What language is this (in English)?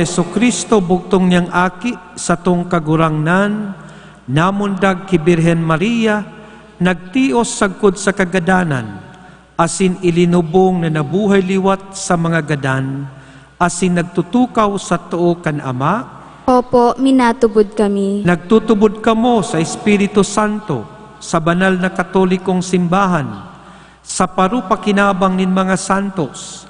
Bikol